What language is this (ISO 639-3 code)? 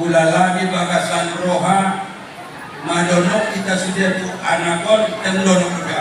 bbc